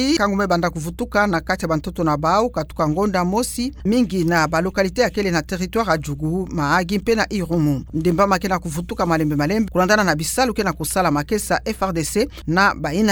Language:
Kituba (Democratic Republic of Congo)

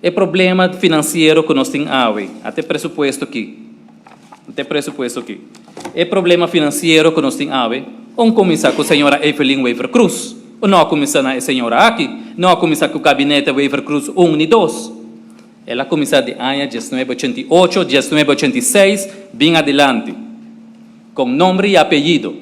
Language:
Papiamento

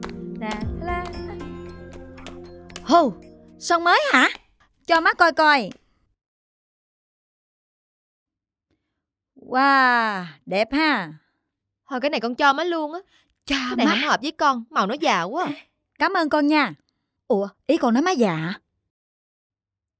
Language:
Vietnamese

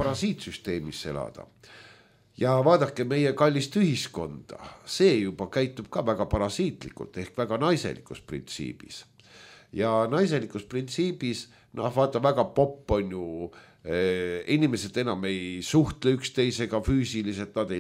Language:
Estonian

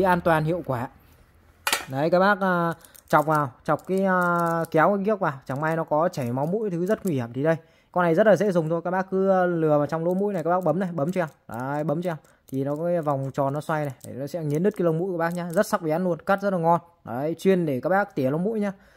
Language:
Vietnamese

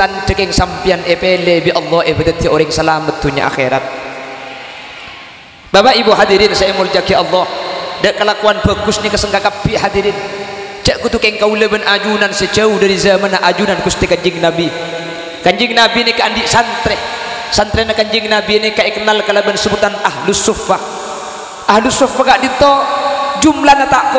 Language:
Madurese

